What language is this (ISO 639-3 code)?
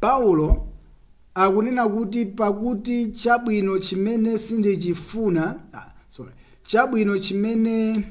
nya